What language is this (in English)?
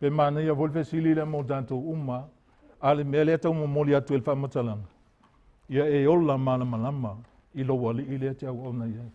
Samoan